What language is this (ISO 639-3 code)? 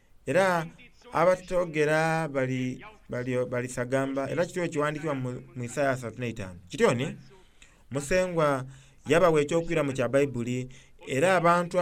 xog